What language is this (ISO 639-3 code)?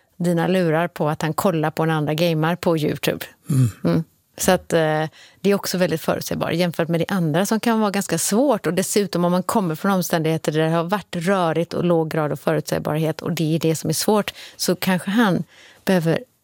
swe